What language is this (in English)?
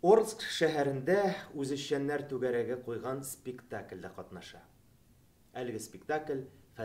Tatar